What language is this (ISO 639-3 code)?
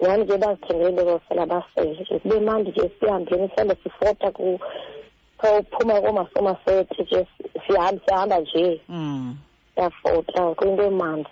xho